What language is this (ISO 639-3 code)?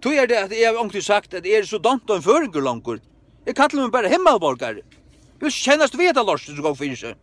fao